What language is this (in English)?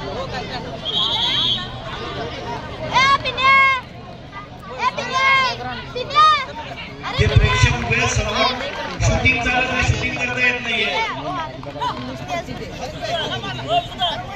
Marathi